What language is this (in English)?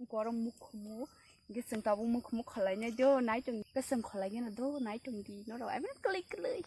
Kok Borok